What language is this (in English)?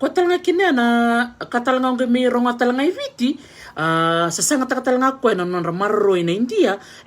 Fijian